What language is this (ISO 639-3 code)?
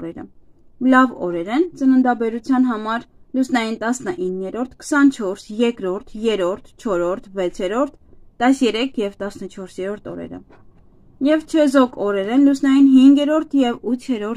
hye